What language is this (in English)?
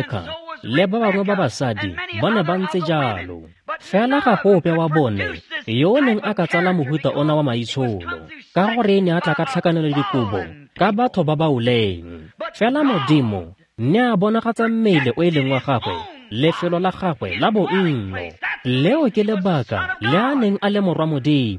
Tswana